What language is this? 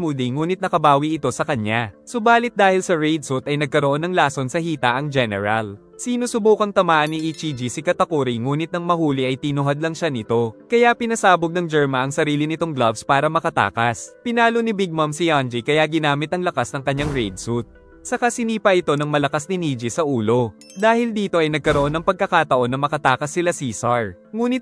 Filipino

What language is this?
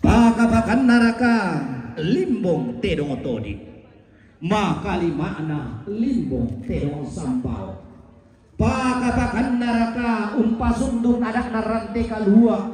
Toraja-Sa'dan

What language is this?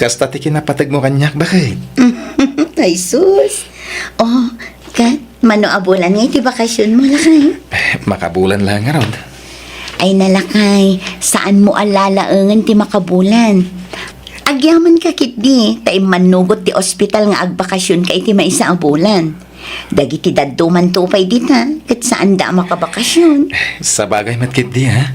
Iloko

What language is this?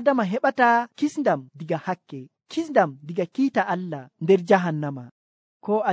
Nigerian Fulfulde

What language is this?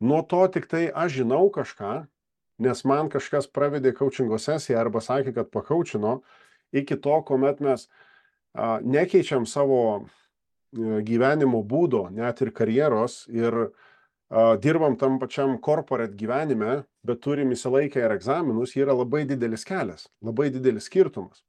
Lithuanian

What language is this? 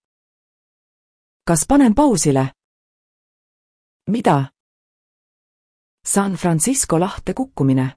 Estonian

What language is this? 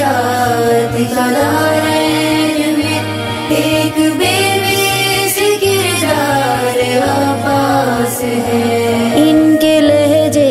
Urdu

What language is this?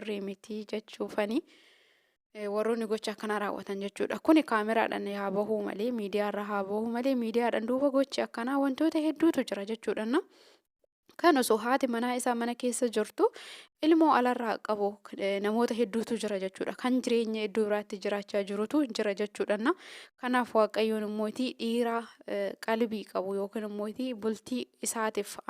Oromo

